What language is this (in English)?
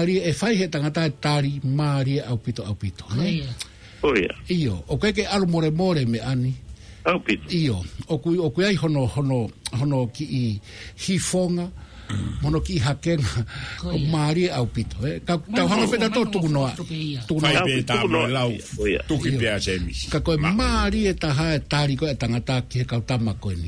Tongan